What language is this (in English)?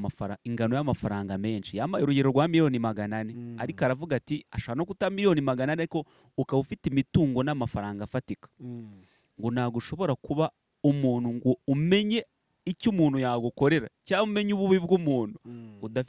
Kinyarwanda